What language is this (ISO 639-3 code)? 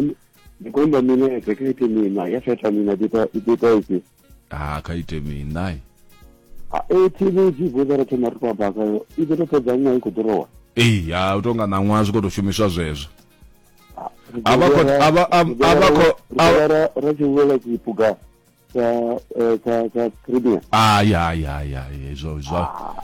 ven